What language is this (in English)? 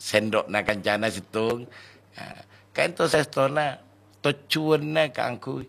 Madurese